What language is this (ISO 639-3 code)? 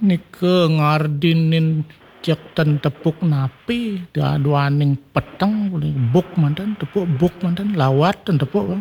ban